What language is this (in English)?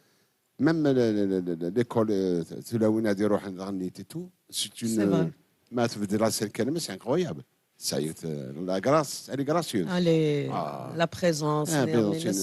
Kabyle